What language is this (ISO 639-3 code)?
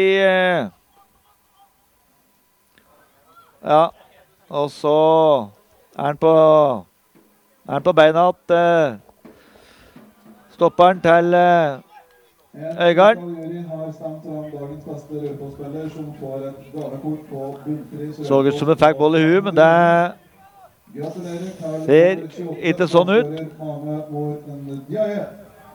nor